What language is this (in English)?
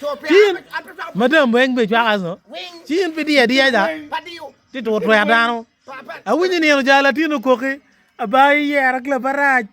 Acoli